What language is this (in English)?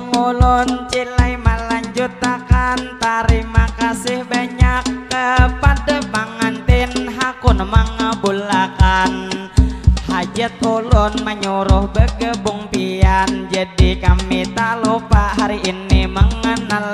Banjar